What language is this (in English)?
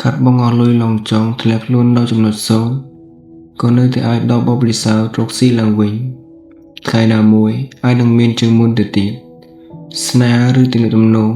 Khmer